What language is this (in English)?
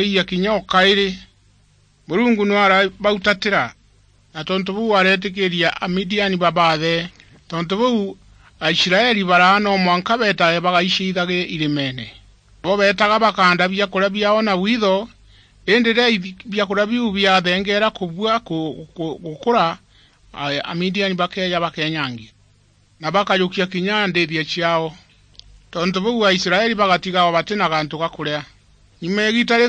Meru